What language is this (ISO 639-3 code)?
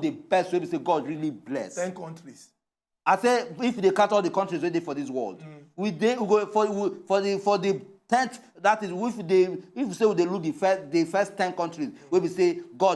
pcm